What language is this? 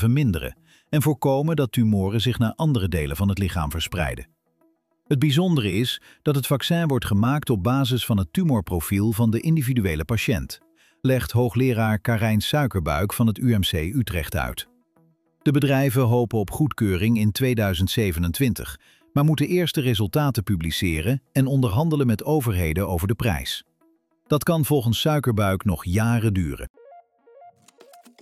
Dutch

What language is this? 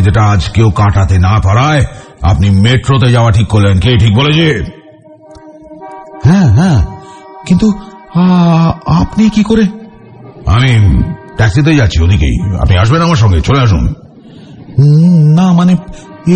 Bangla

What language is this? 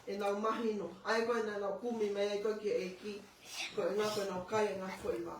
Tongan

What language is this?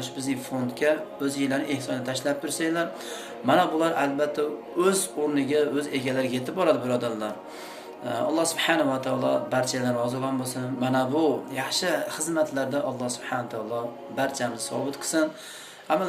Uzbek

